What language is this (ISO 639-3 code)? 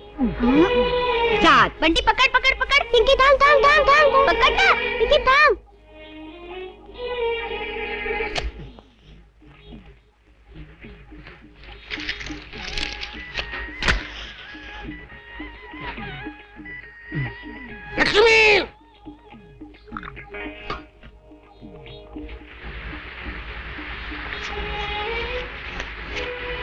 mar